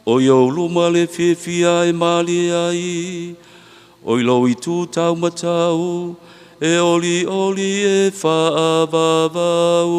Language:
Samoan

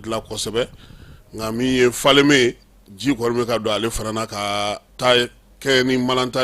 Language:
Bambara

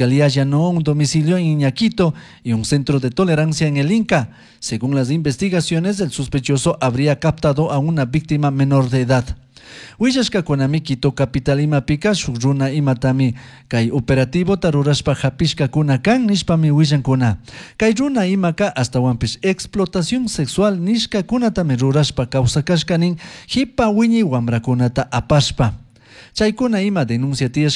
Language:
Chimborazo Highland Quichua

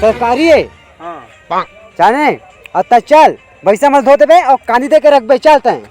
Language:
Chhattisgarhi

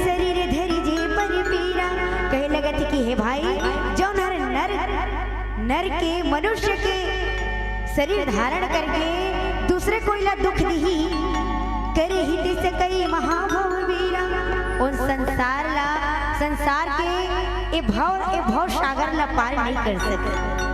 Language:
Chhattisgarhi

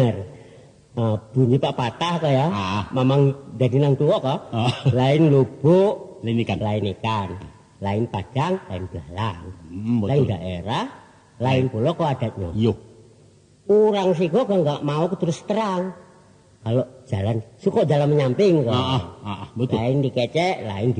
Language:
Minangkabau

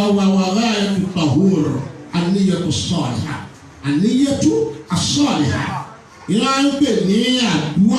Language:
Yoruba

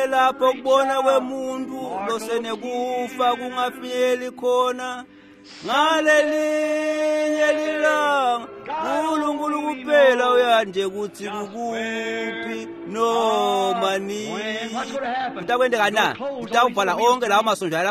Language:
Swati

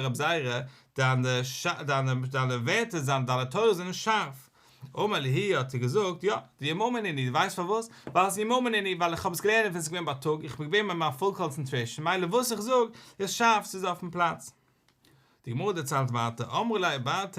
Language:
Yiddish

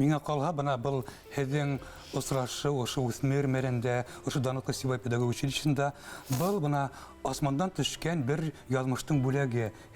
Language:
Bashkir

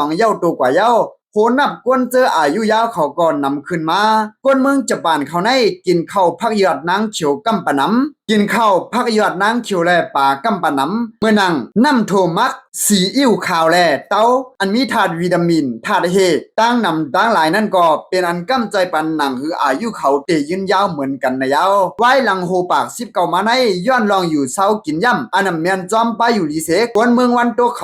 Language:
Lao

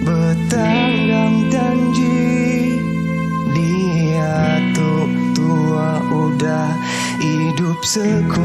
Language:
Iban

